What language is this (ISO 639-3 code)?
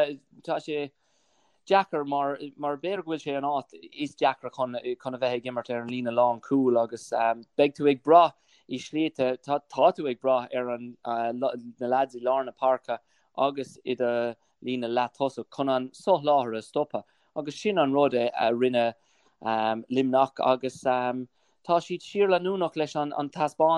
gle